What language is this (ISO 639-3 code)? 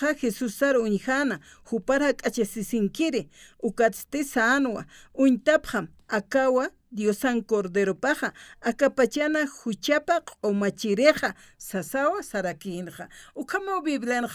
aym